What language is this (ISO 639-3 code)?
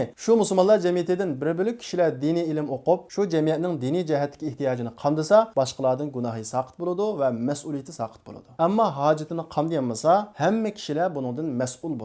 uig